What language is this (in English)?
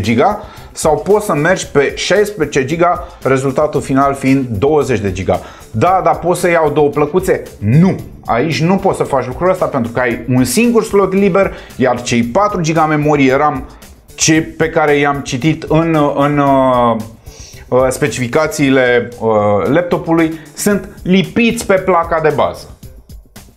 Romanian